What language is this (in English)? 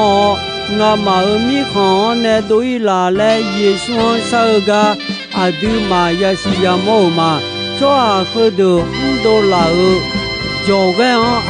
Akha